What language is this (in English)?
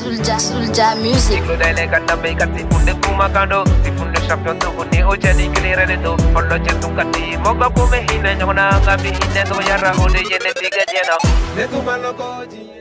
Bambara